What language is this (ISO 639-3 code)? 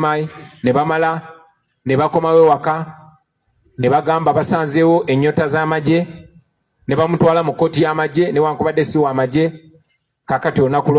lug